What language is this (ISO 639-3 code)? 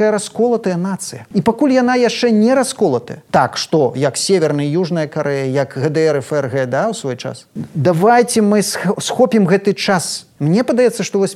bel